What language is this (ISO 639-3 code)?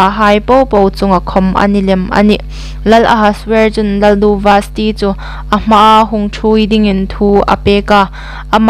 hmr